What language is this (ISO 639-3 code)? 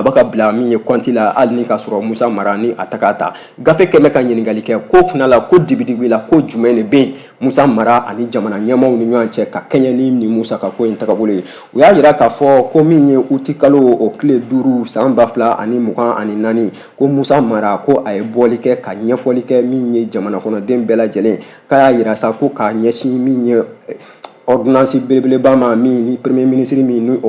bam